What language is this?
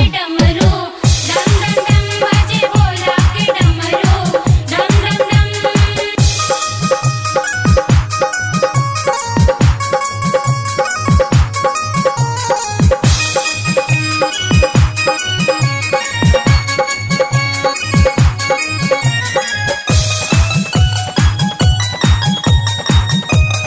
Bhojpuri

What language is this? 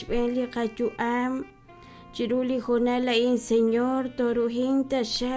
Kekchí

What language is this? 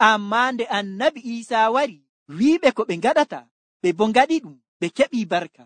Nigerian Fulfulde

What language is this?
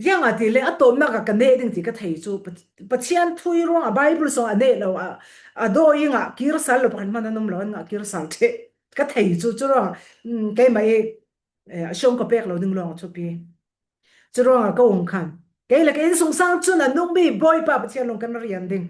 Falam Chin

